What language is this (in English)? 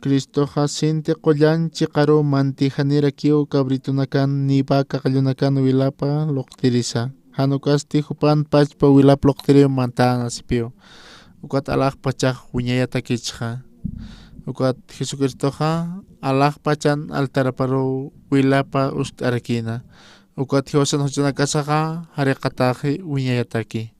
Aymara